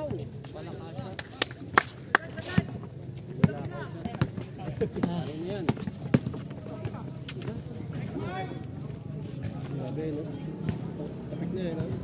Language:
Filipino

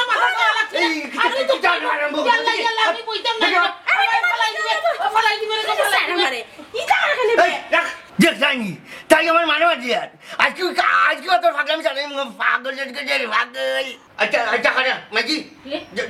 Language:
Sylheti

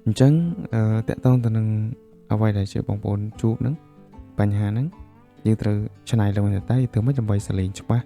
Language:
Khmer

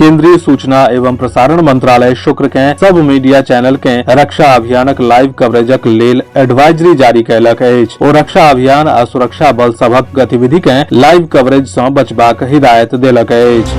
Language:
Maithili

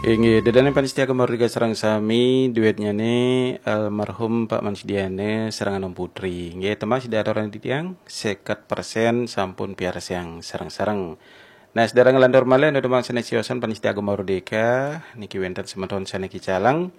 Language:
Balinese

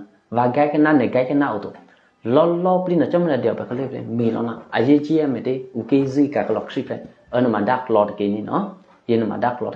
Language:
Eastern Kayah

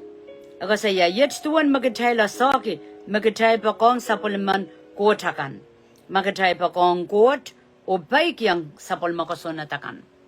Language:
Pohnpeian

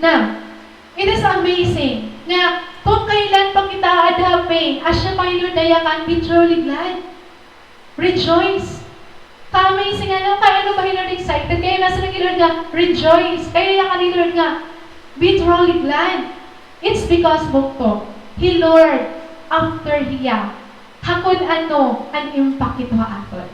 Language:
Waray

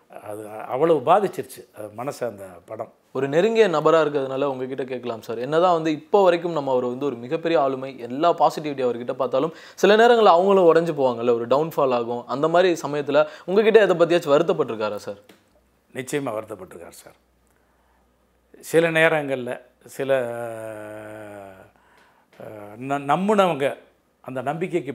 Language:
Tamil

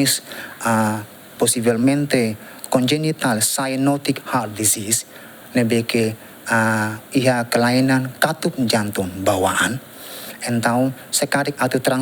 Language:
Tetum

